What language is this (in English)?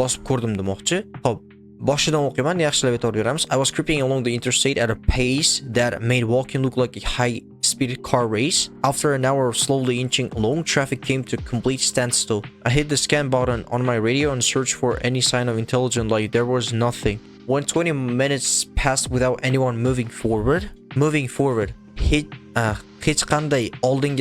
Uzbek